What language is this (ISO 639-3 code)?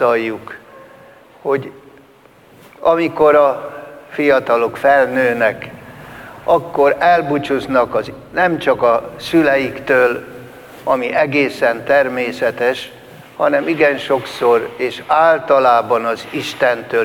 hun